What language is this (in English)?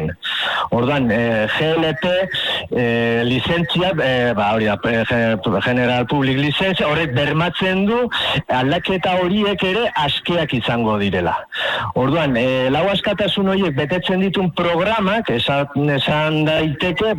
Basque